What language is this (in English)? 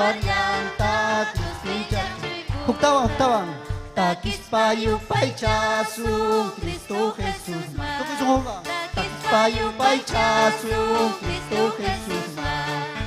Ayacucho Quechua